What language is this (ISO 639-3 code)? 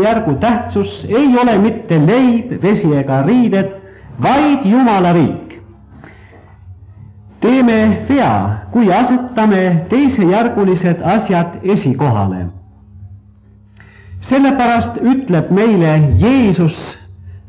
est